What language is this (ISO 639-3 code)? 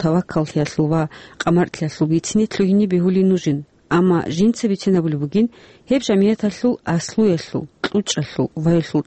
ava